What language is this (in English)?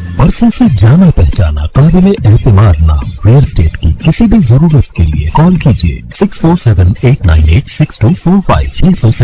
Urdu